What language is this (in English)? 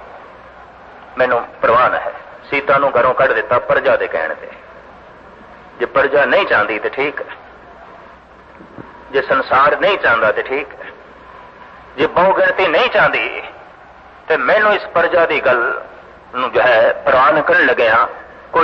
Punjabi